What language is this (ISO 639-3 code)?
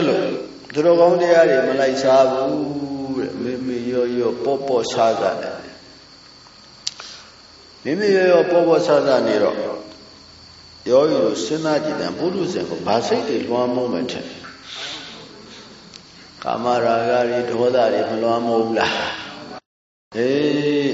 mya